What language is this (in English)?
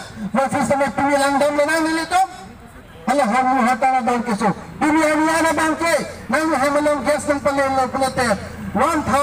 Karbi